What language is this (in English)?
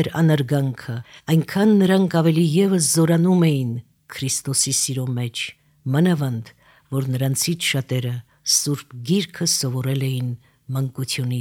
Armenian